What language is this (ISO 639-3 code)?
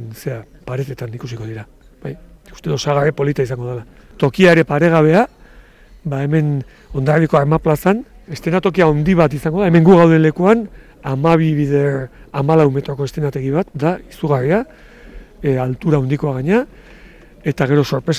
eus